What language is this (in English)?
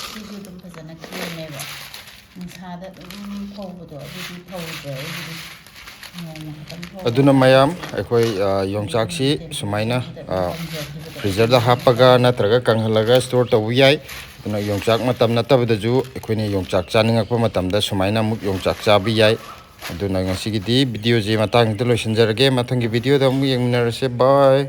Manipuri